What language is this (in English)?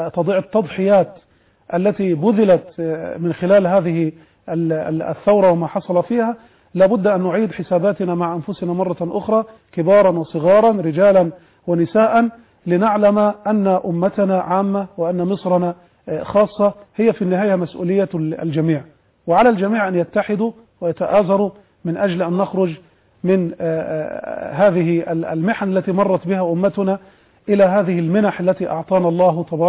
Arabic